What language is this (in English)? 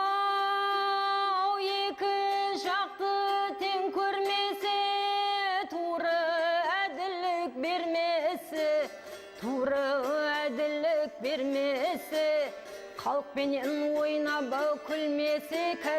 Kara-Kalpak